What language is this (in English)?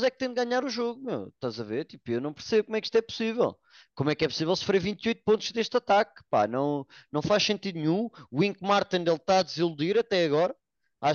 Portuguese